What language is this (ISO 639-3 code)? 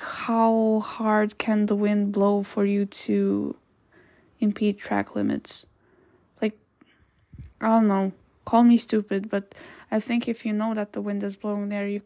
eng